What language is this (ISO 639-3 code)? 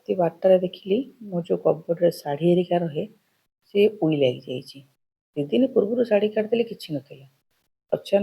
ori